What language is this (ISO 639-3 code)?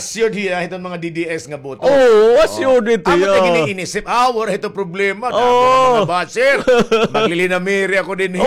war